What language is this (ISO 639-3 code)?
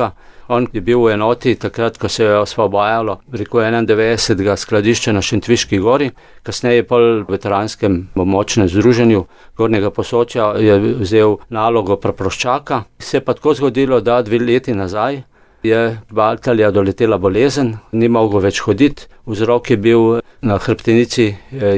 slv